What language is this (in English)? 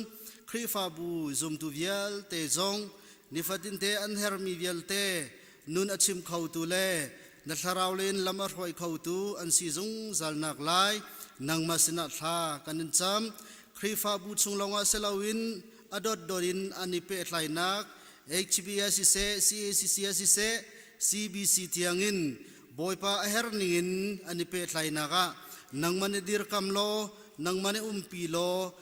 Hakha Chin